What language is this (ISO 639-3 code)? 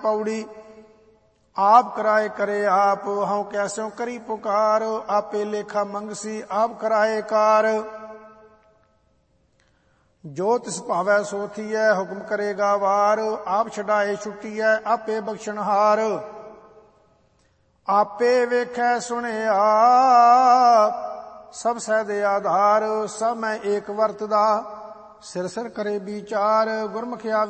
pan